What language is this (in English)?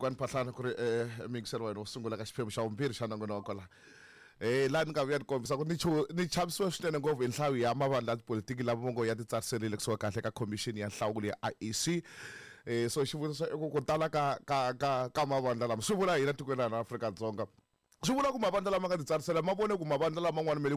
Tsonga